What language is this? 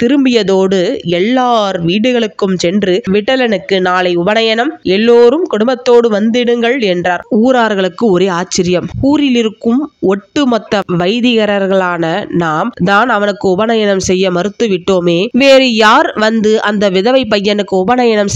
Tamil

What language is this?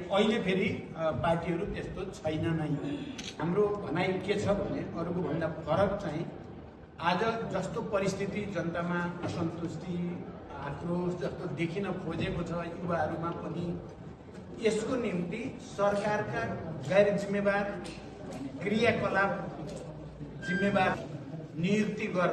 Nepali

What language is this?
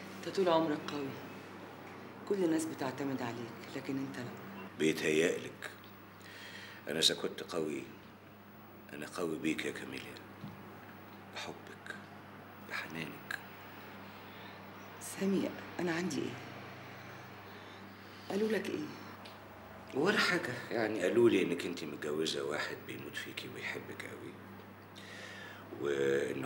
Egyptian Arabic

